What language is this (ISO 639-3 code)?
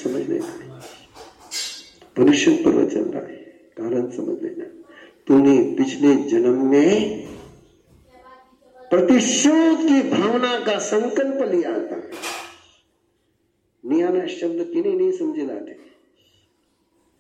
hin